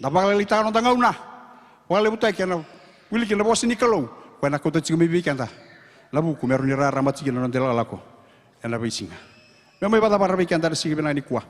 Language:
Fijian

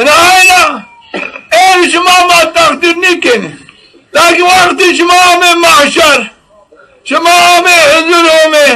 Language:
Zaza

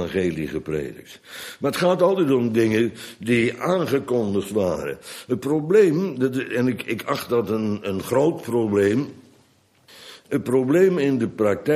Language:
Dutch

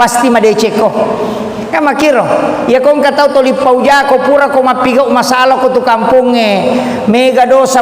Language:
Buginese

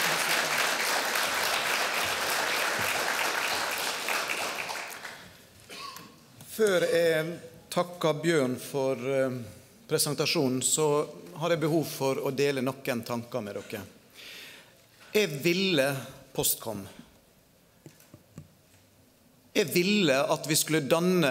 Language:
Norwegian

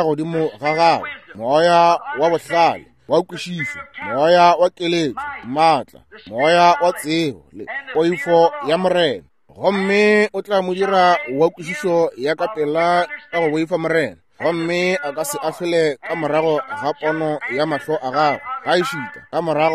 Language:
Northern Sotho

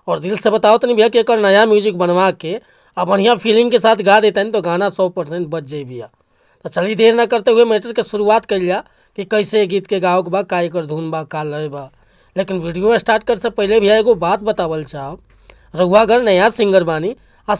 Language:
Bhojpuri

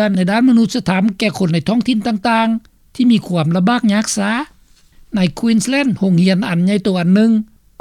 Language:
Lao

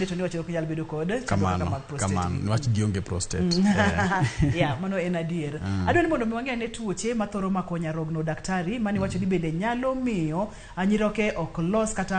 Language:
Luo (Kenya and Tanzania)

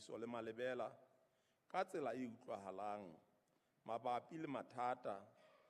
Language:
Southern Sotho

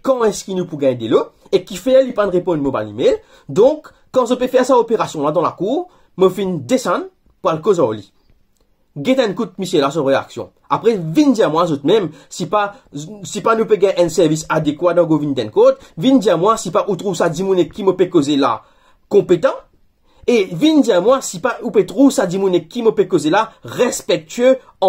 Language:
Morisyen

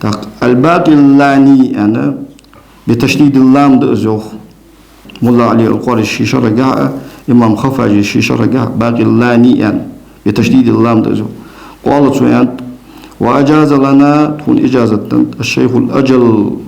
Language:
Ingush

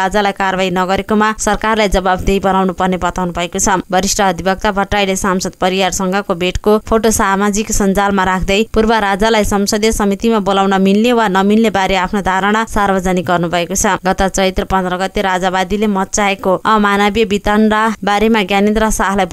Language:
Nepali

